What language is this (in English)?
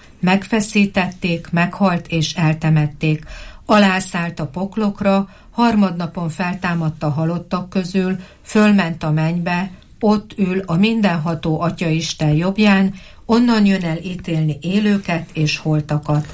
Hungarian